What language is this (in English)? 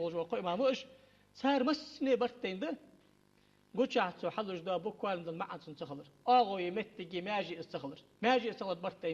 Ingush